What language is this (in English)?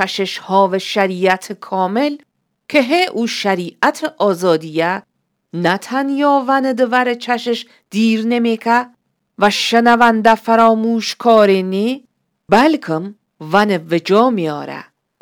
Gilaki